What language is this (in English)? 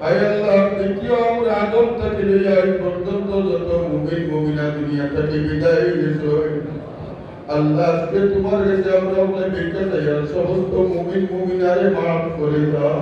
Sylheti